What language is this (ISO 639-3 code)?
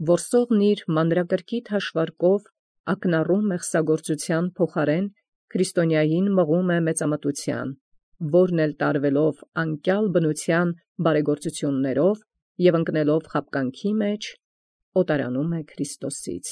hye